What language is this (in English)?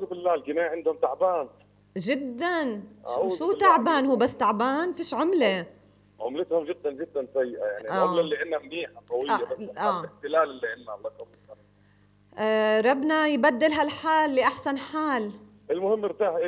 North Levantine Arabic